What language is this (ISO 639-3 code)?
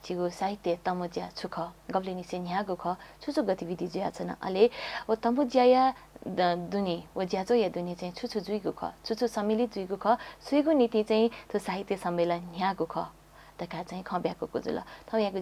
new